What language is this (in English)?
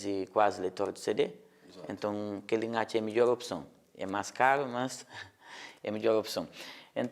Kabuverdianu